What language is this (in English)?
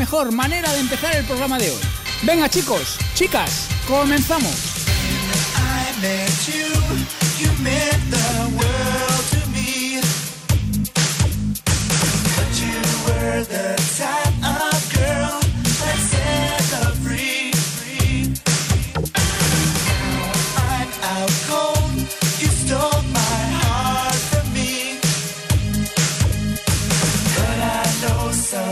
Spanish